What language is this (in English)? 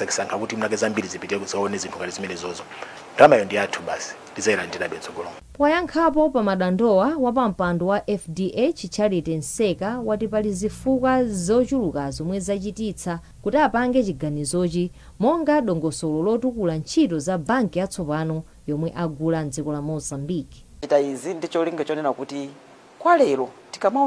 Nyanja